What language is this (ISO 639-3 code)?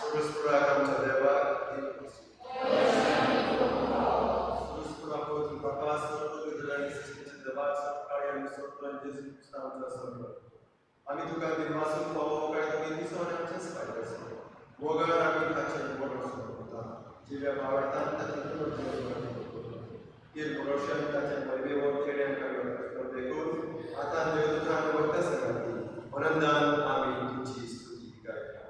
kok